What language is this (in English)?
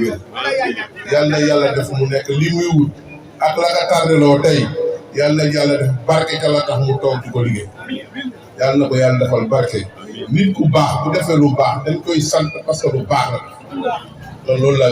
Wolof